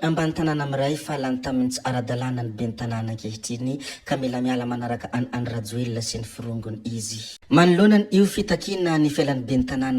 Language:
Malagasy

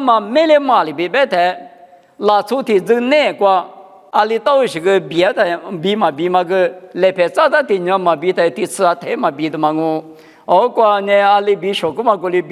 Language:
Lisu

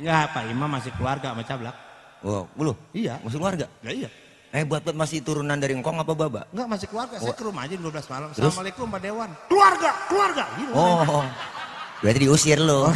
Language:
Betawi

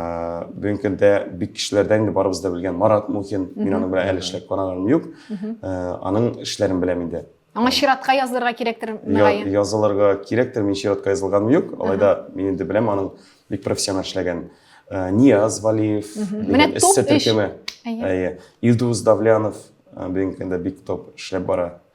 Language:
Tatar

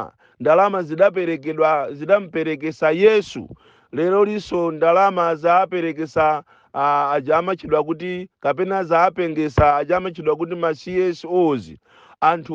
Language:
Nyanja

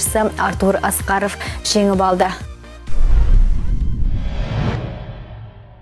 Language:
Kazakh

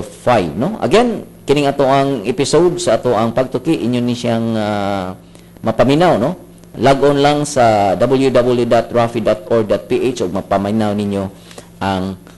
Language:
Cebuano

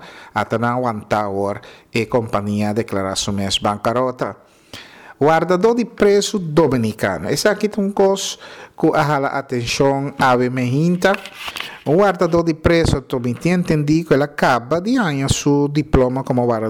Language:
Papiamento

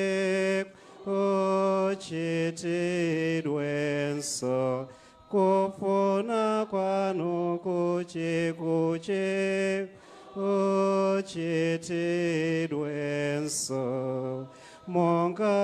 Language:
Nyanja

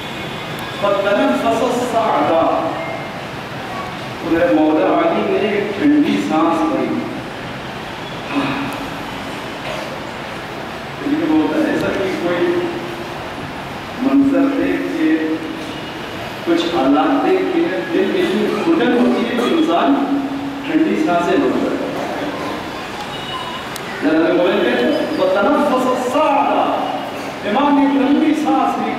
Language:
Urdu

